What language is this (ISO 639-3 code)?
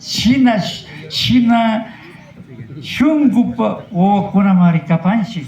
qvi